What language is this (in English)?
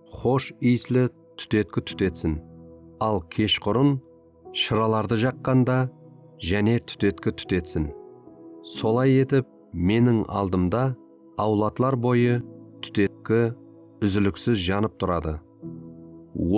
Kara-Kalpak